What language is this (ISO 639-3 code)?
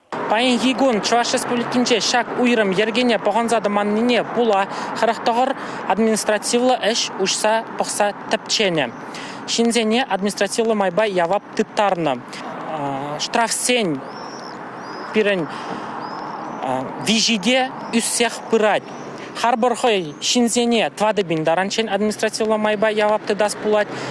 chv